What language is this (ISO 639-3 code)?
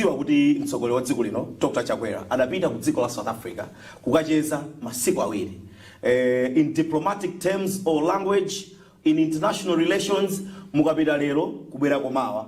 nya